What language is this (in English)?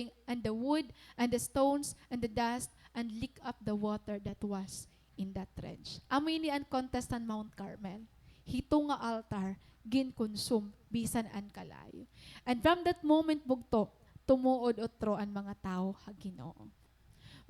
Waray